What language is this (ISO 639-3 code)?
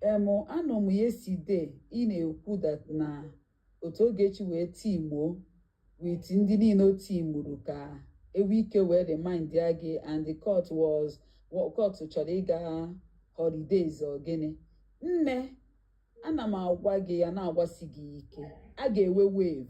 ibo